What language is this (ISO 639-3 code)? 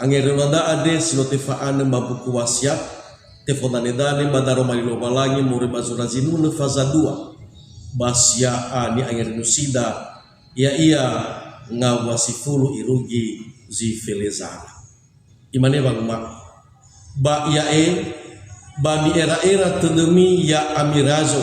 nia